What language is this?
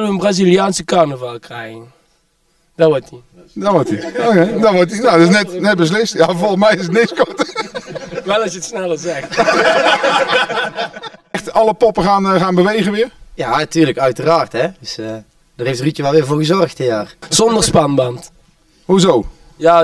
Dutch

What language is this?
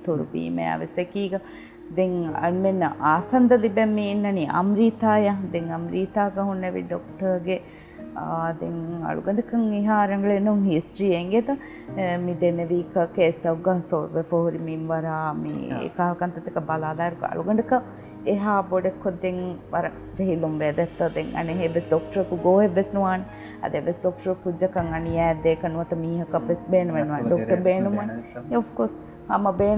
Divehi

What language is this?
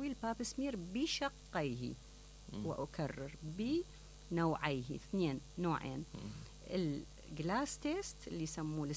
Mesopotamian Arabic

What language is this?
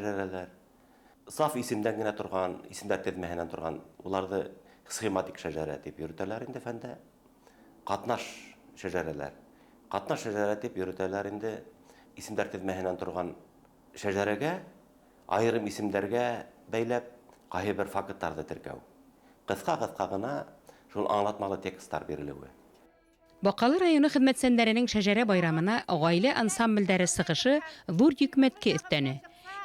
Bashkir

